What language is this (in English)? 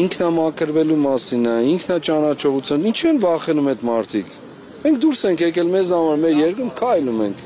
Armenian